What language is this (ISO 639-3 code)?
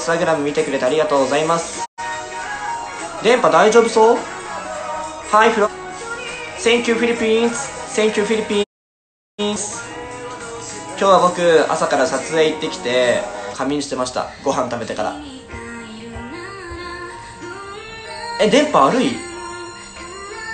jpn